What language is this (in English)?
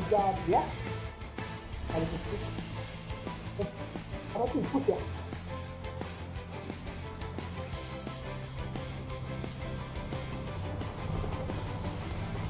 Indonesian